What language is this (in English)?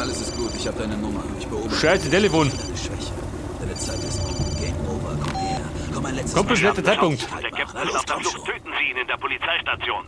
Bavarian